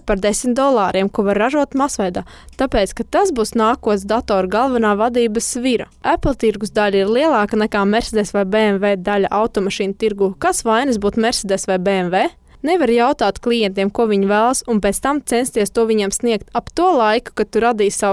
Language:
Latvian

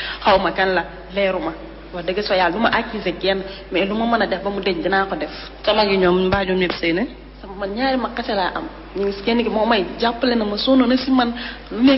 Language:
Wolof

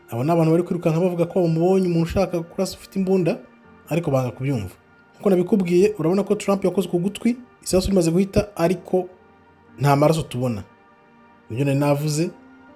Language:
Kinyarwanda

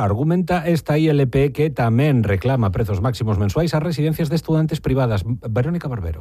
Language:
Galician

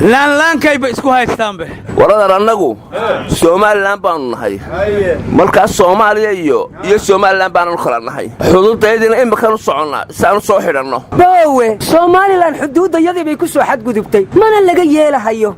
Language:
Somali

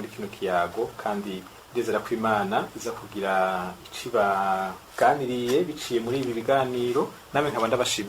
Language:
Rundi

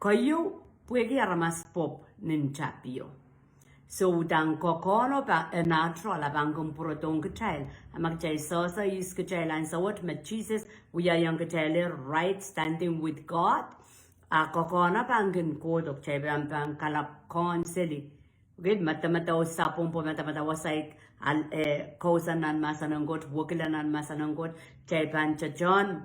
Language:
Pohnpeian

